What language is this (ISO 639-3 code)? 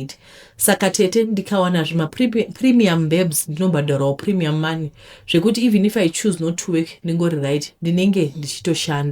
sna